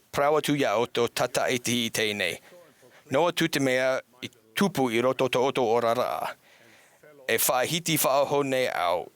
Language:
Tahitian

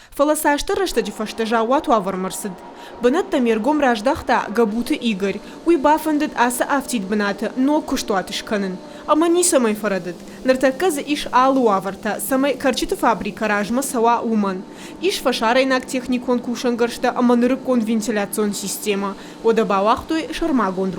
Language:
Ossetic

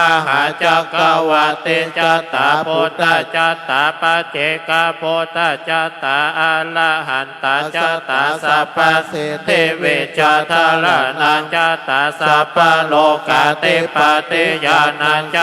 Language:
Pali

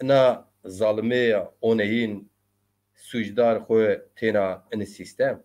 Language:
Zaza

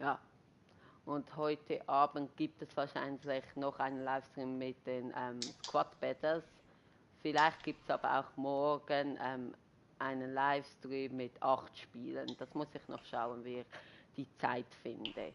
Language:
Swiss German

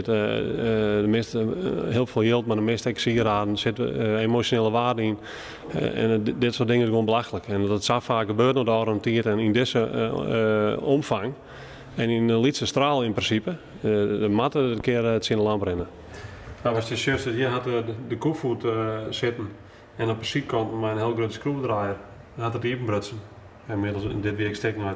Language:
Western Frisian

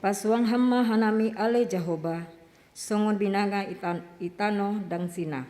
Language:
Batak Simalungun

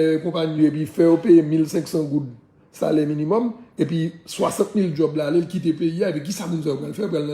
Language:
Haitian Creole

